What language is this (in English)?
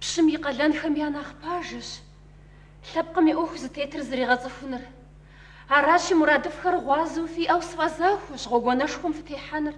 Kabardian